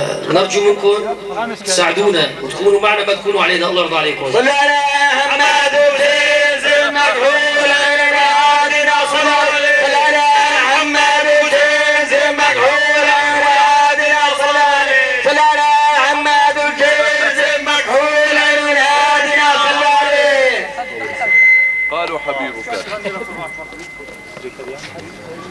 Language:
Arabic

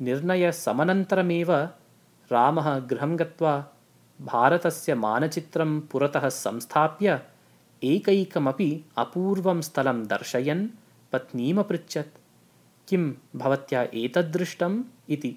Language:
Sanskrit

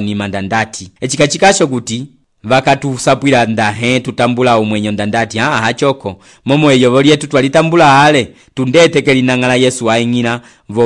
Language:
Umbundu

